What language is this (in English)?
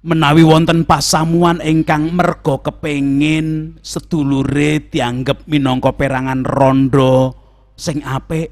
Javanese